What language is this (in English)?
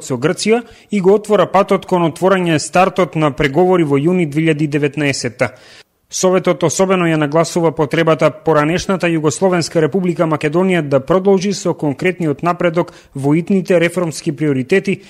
Macedonian